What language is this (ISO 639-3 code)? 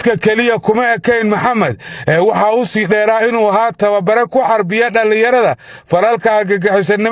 som